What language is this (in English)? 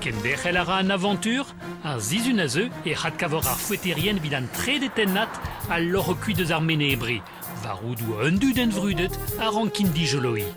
Breton